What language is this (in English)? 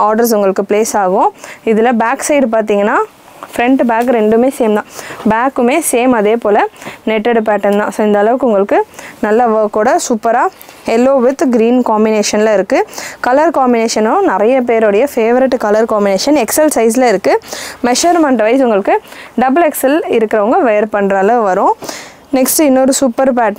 Tamil